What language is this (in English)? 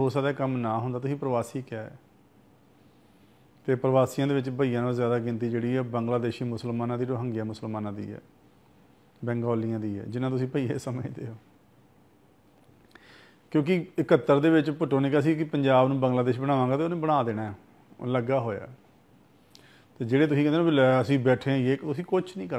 Punjabi